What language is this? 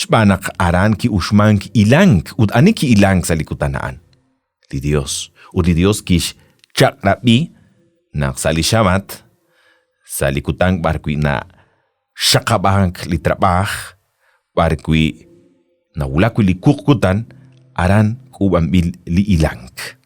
Kekchí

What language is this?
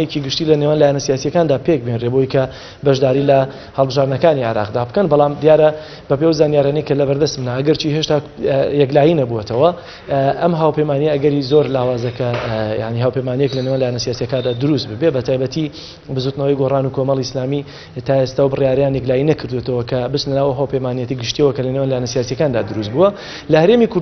Central Kurdish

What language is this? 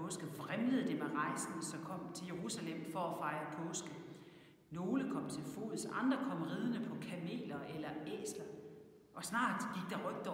Danish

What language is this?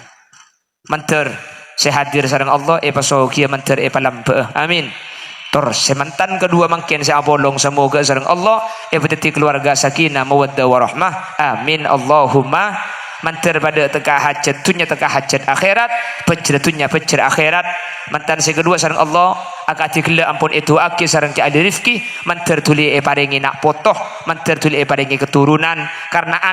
Madurese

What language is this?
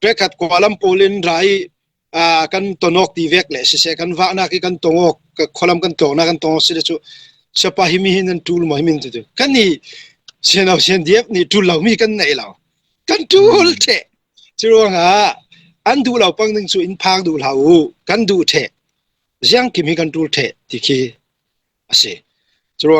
Falam Chin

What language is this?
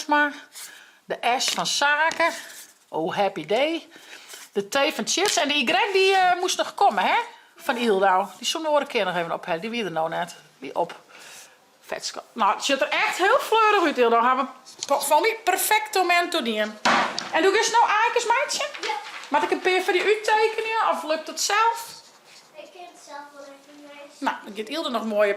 Western Frisian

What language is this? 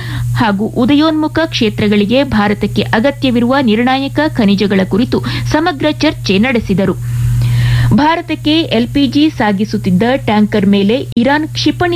Kannada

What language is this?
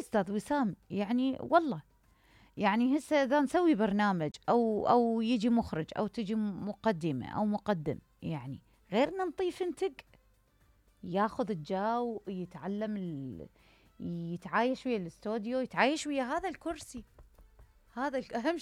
Mesopotamian Arabic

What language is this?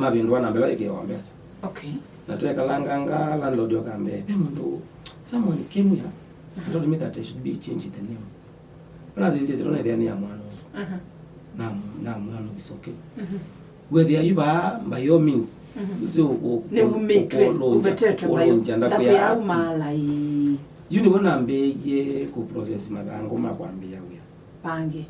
Kamba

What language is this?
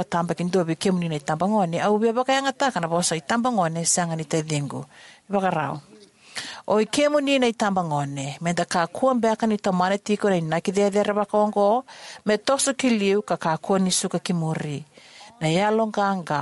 Fijian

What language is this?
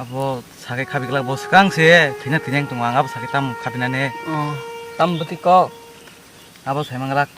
Kok Borok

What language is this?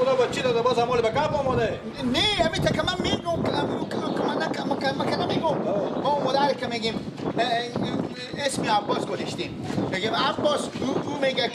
Persian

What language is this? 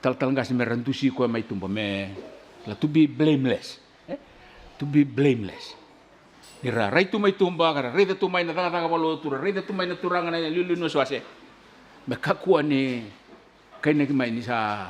Fijian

